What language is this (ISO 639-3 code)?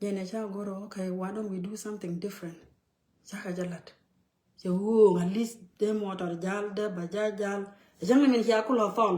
nus